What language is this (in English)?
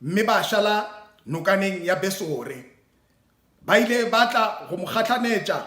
Northern Sotho